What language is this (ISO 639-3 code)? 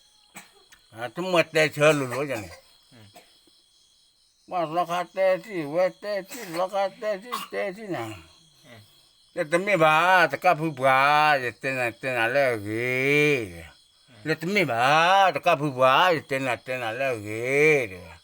ksw